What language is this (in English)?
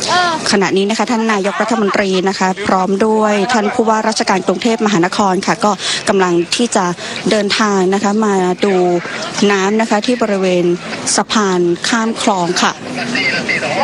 Thai